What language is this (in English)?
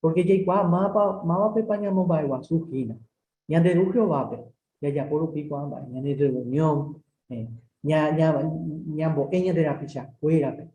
Guarani